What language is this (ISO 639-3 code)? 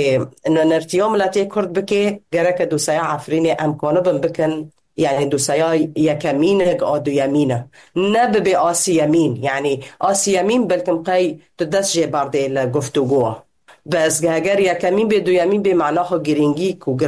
kur